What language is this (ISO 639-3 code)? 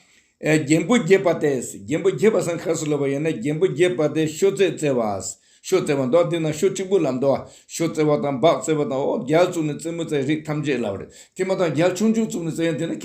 bod